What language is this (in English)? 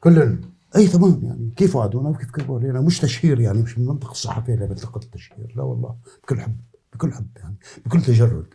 North Levantine Arabic